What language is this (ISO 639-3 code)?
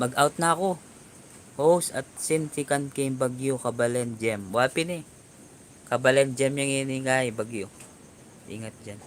pam